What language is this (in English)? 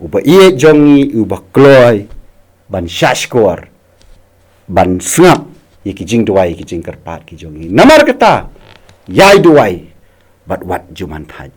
Khasi